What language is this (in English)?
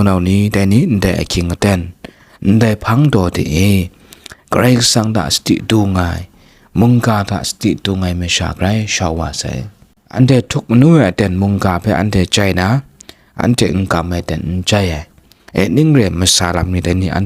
Kachin